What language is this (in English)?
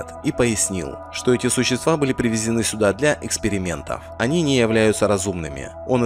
Russian